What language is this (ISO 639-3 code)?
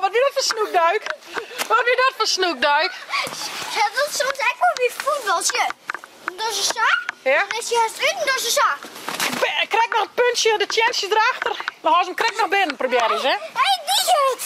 fry